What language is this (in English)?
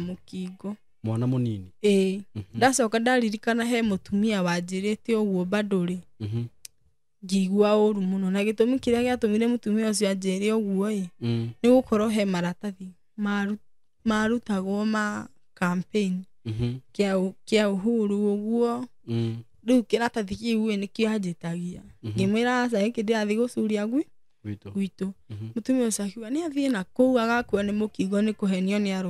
Kikuyu